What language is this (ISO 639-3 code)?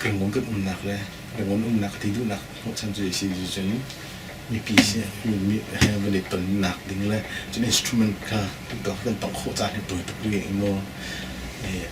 cnh